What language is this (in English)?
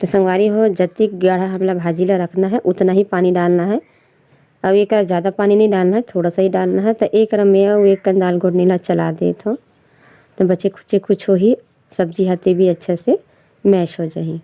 Chhattisgarhi